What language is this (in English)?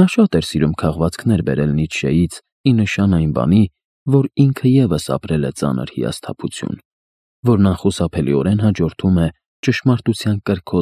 Armenian